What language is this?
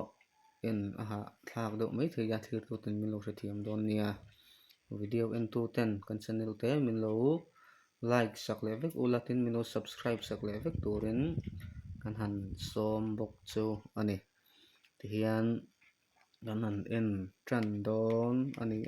Mizo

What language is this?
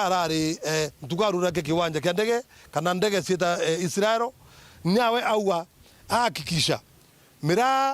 Meru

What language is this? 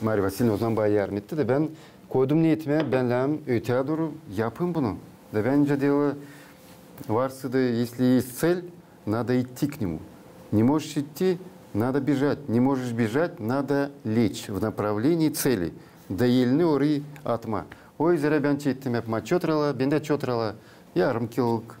Gagauz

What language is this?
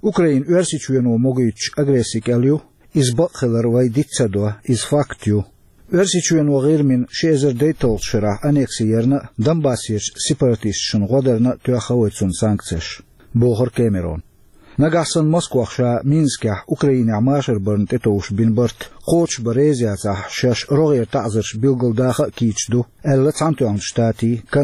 Chechen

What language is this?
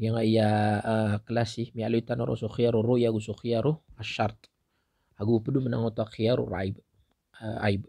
Maranao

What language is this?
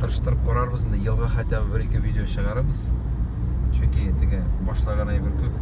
Tatar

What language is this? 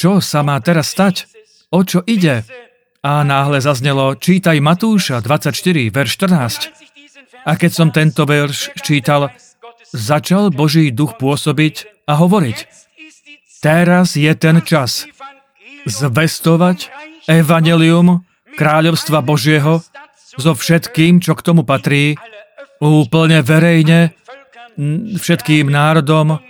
Slovak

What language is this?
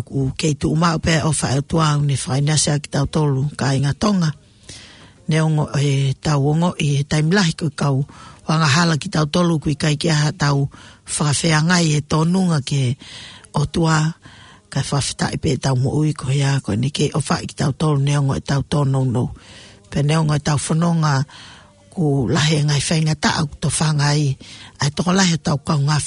Tongan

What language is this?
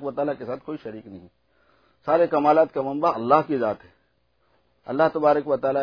Urdu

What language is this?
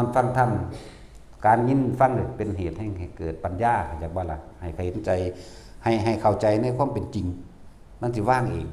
Northeastern Thai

